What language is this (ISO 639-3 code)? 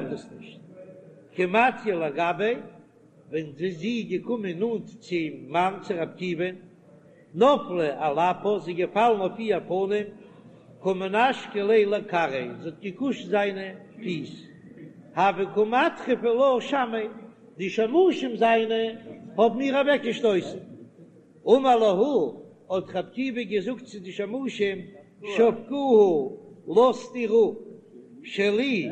yid